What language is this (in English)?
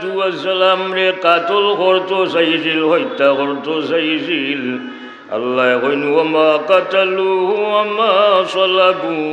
Sylheti